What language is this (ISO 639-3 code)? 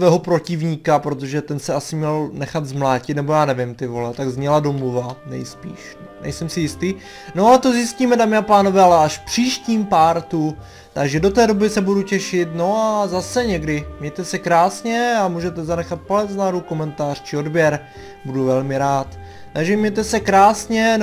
ces